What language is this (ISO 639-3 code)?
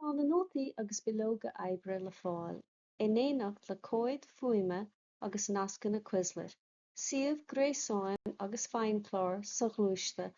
gle